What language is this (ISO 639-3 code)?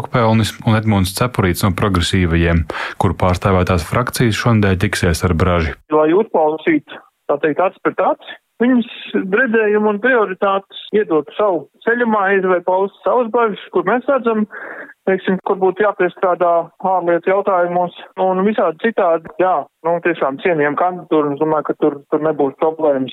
lav